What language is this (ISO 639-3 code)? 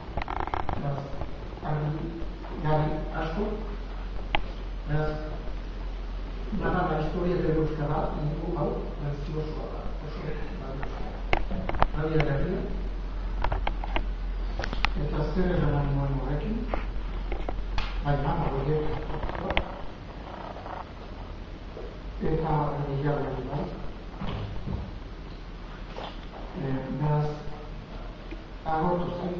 eus